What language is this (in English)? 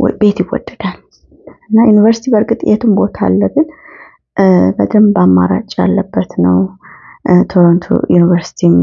Amharic